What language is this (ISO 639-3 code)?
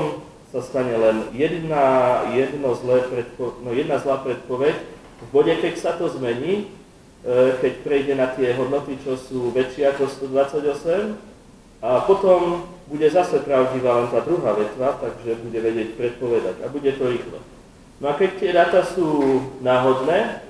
slk